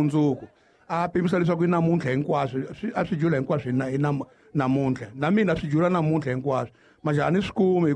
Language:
Tsonga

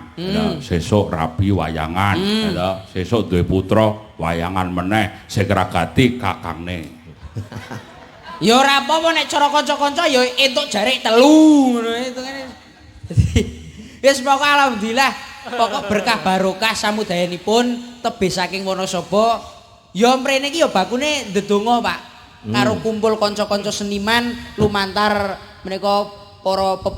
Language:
Javanese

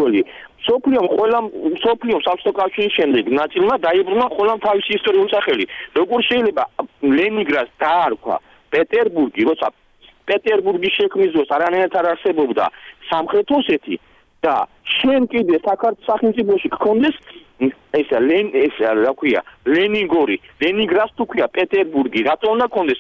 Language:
Georgian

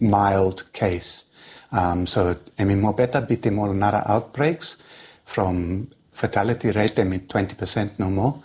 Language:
Bislama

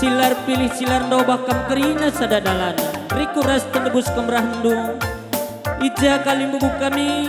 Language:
Batak Karo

